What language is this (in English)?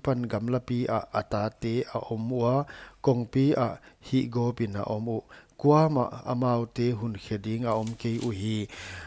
Paite Chin